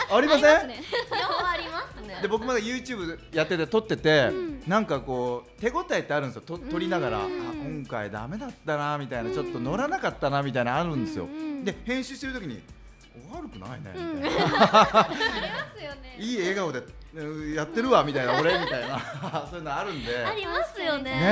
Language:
Japanese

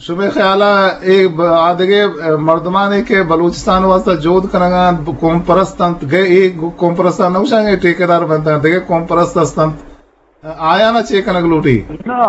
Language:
Eastern Balochi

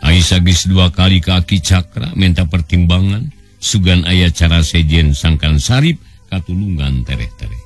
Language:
Sundanese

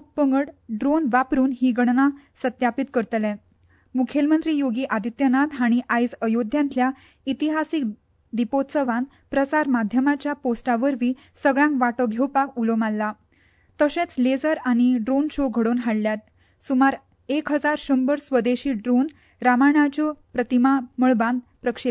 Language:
Konkani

